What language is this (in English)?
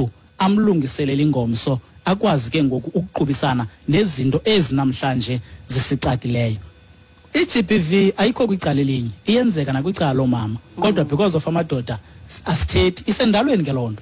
Xhosa